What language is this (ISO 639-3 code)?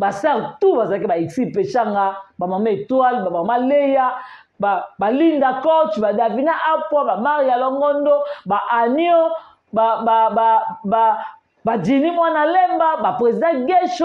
lin